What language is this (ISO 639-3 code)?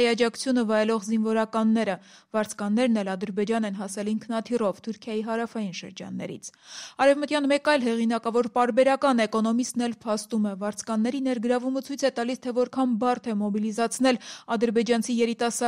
hye